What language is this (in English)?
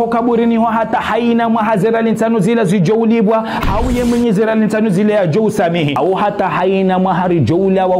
Ngazidja Comorian